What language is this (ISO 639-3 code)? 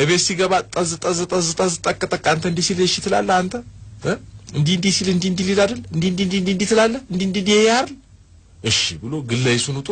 amh